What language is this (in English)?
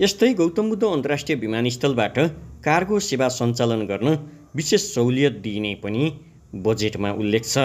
Nepali